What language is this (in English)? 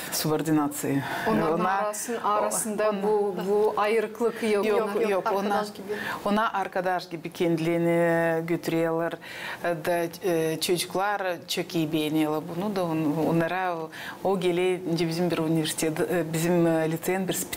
Gagauz